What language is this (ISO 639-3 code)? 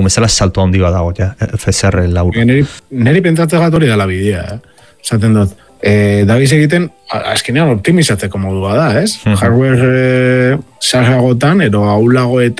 eus